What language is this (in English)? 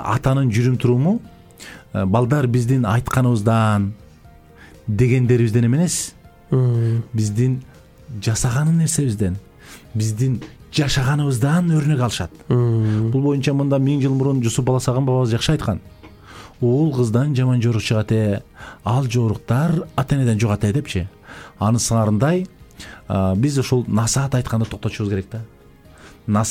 Kyrgyz